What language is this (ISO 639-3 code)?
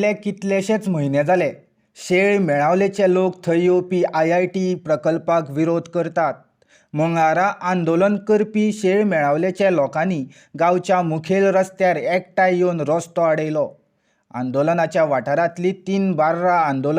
kok